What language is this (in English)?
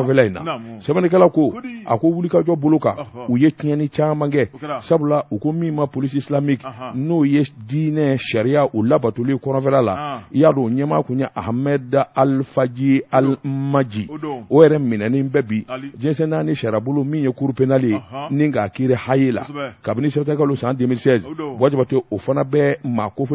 Bambara